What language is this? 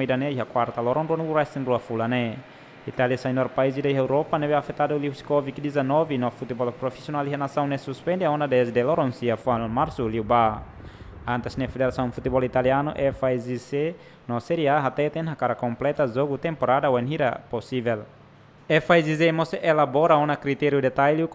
Tetum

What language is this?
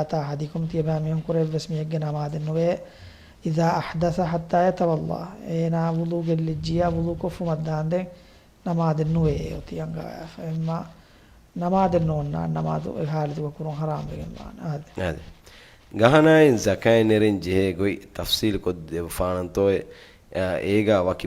Divehi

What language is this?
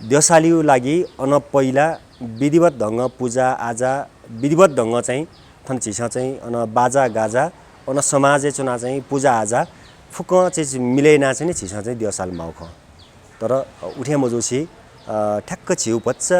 Newari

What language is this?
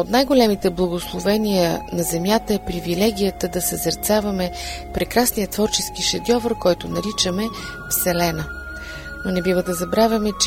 Bulgarian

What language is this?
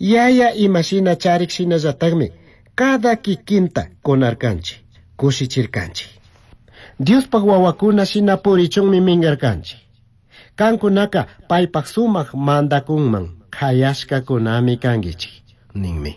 Chimborazo Highland Quichua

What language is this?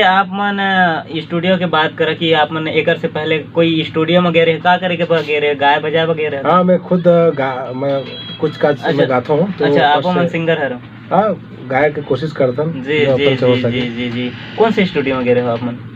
Chhattisgarhi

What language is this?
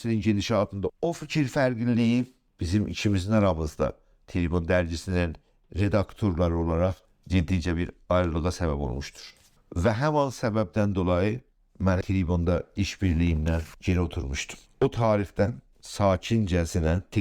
South Azerbaijani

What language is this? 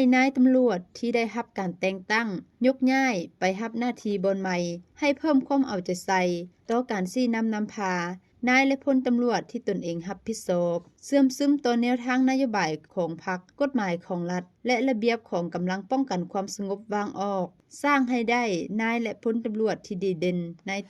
Lao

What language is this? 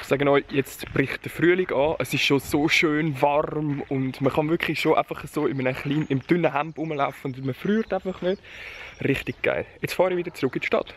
Swiss German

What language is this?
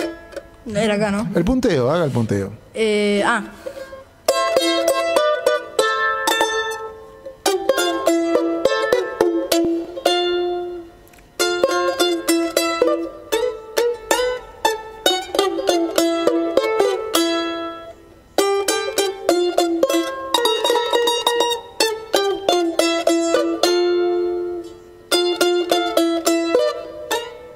Spanish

